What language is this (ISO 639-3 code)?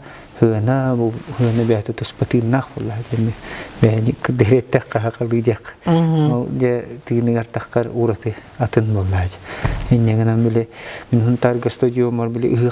sah